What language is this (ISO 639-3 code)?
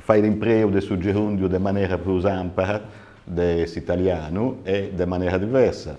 srd